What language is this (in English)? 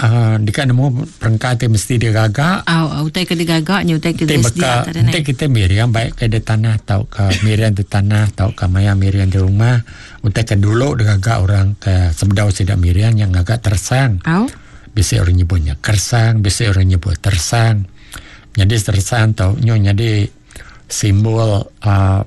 Iban